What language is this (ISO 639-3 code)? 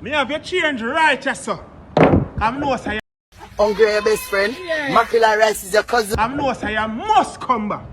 jam